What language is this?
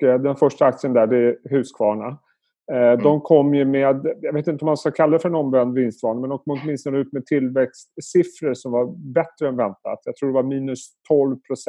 Swedish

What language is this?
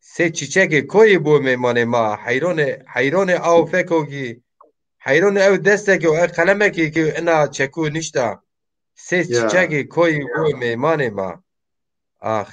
Zaza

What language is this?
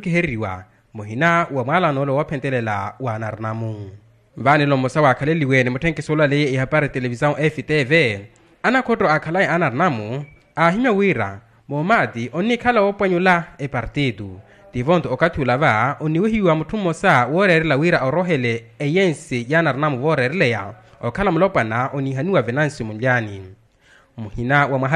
Makhuwa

